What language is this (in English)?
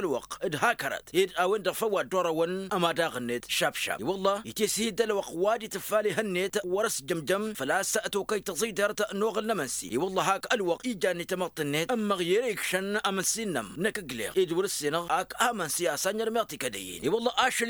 Tamasheq